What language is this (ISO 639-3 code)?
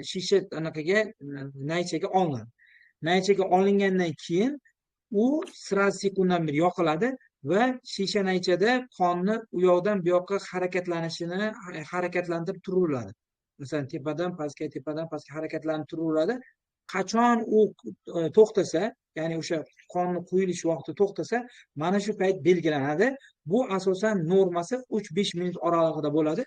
uzb